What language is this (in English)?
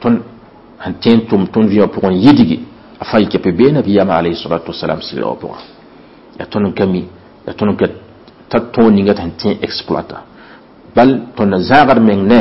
Mossi